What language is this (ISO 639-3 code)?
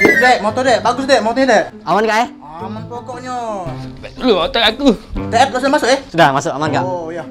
mui